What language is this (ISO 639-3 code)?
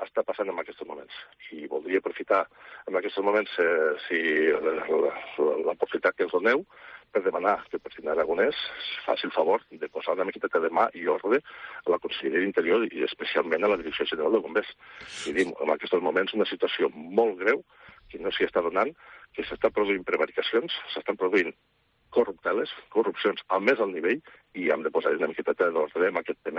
cat